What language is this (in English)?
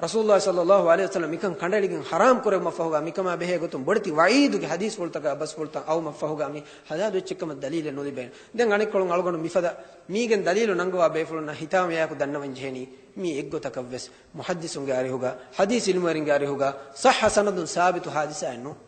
Divehi